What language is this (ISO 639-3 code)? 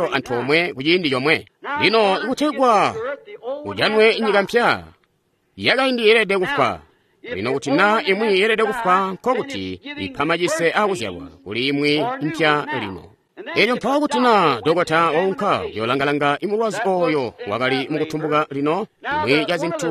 toi